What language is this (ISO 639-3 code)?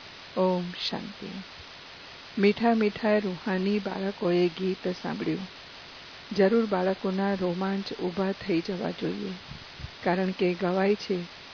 guj